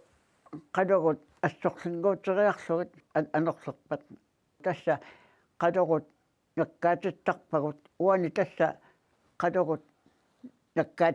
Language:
Kalaallisut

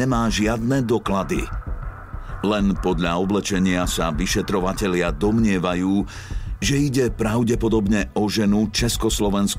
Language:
Slovak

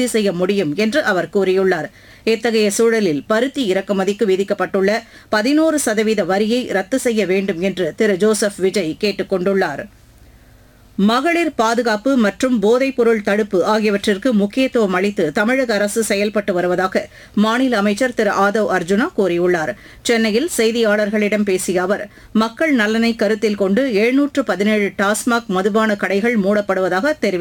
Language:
Tamil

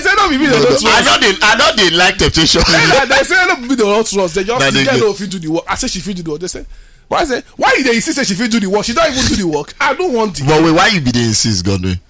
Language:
Nigerian Pidgin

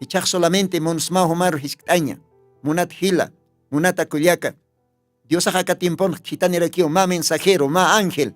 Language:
Aymara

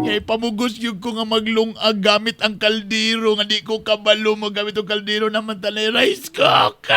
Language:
Cebuano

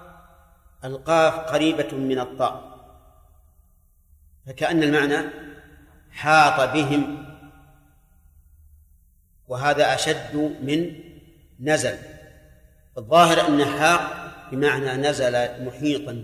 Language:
Arabic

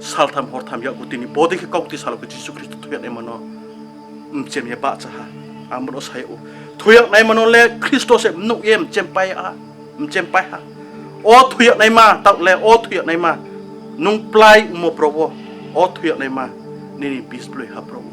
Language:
Riang (India)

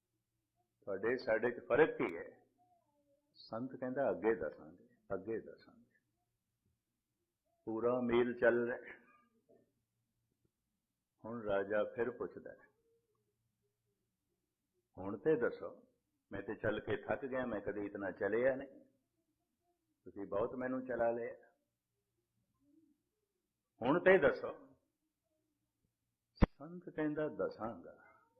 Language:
Punjabi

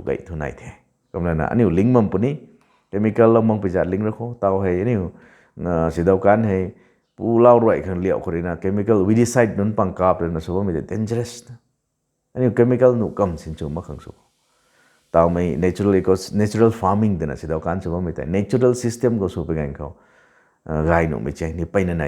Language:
Rongmei Naga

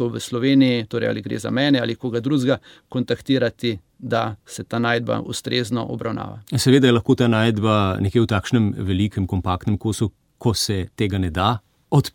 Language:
Slovenian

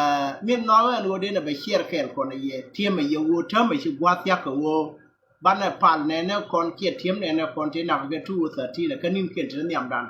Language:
Nuer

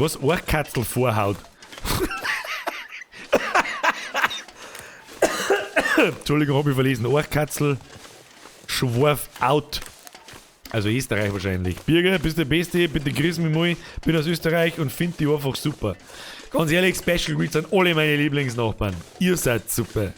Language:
Bavarian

